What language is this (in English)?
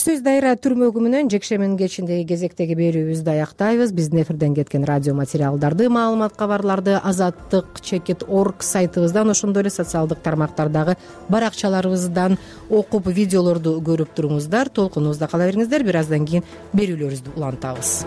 Kyrgyz